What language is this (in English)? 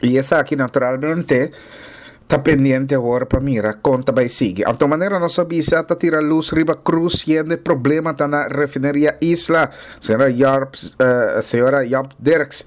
Papiamento